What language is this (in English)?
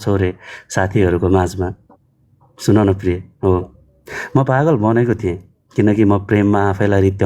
Nepali